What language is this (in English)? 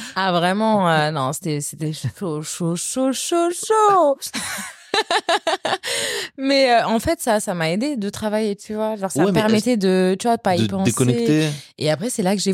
French